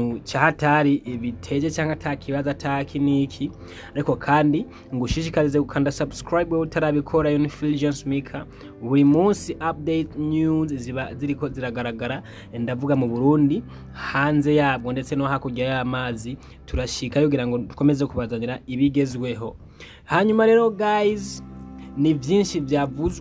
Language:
Rundi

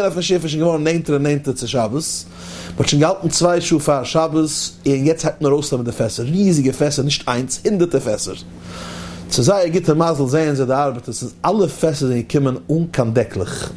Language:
Yiddish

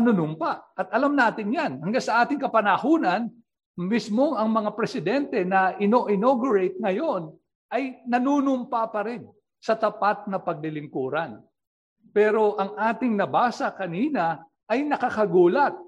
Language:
Filipino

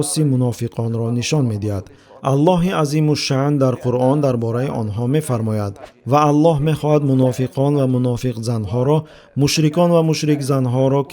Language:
Tajik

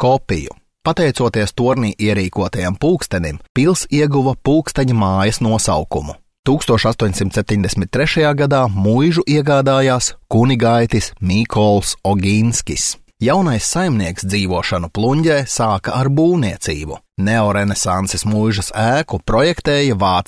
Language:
Latvian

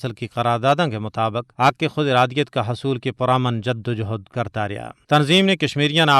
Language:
Gujari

